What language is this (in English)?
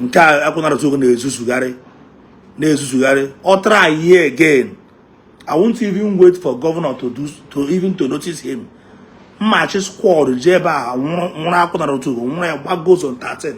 Igbo